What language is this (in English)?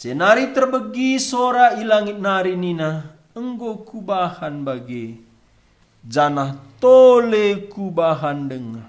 Batak Karo